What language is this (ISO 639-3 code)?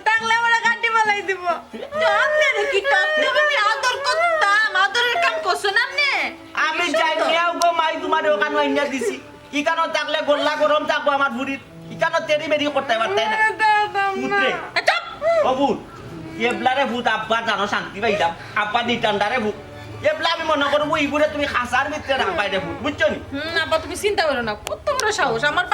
syl